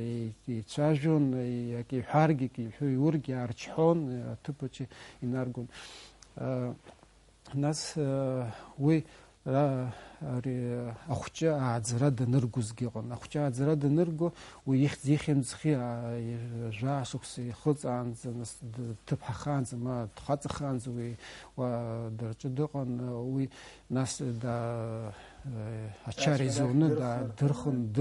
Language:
Abkhazian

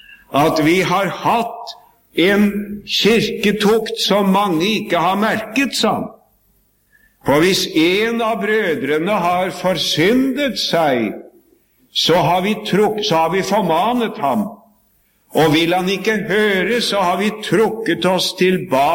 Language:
Norwegian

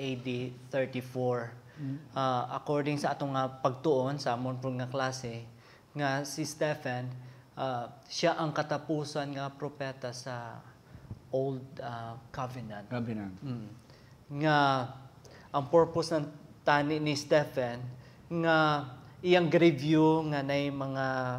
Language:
Hiligaynon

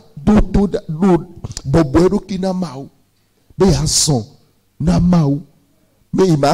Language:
Ewe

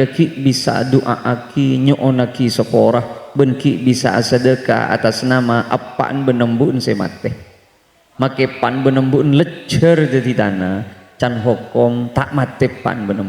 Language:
Madurese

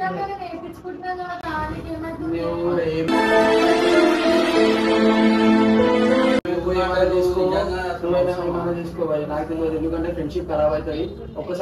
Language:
Telugu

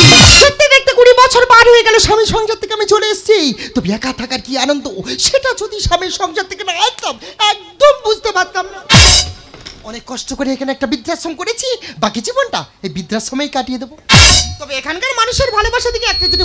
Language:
Bangla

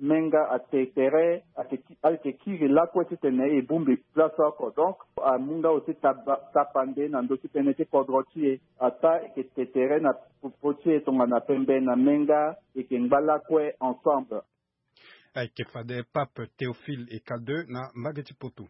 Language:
Sango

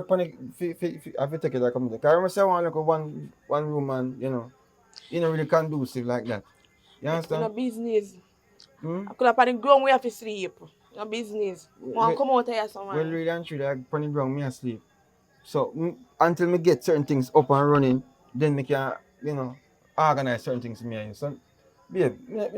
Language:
Jamaican Creole English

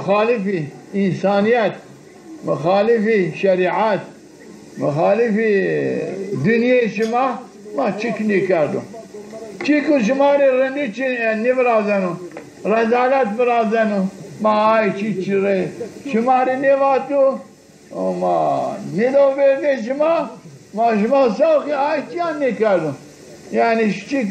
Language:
Zaza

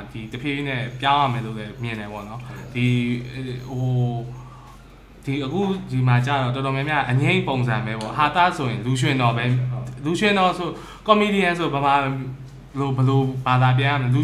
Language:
Burmese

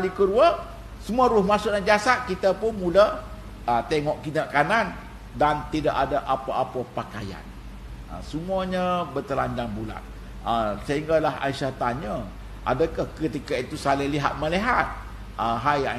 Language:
Malay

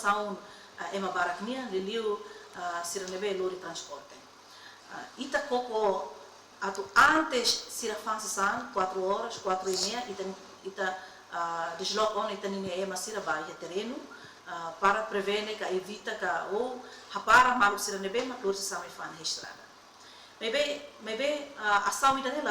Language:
Tetum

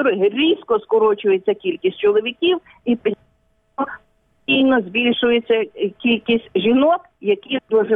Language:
Ukrainian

